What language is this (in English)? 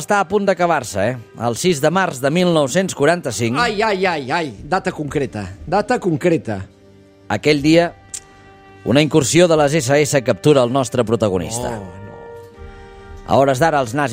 Catalan